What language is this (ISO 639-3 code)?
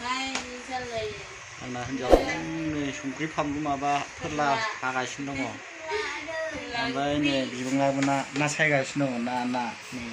brx